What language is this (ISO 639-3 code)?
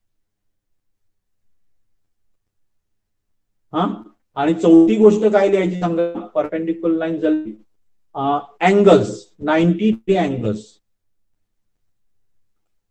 mar